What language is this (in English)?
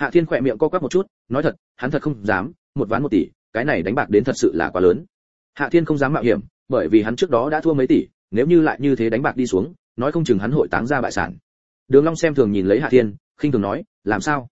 Vietnamese